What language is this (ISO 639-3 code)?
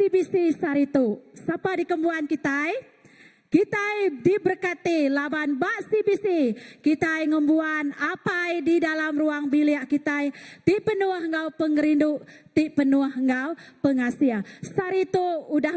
iba